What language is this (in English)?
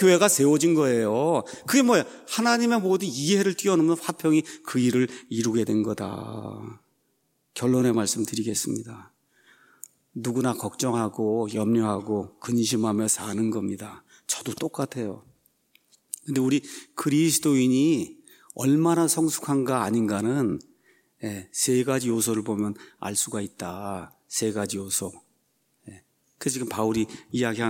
Korean